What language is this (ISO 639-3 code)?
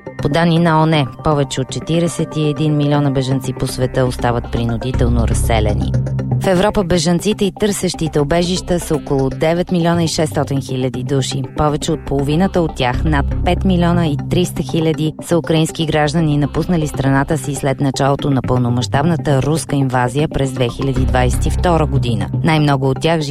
bul